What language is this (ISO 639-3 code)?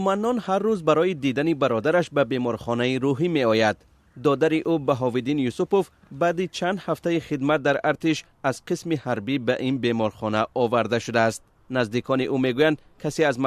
tgk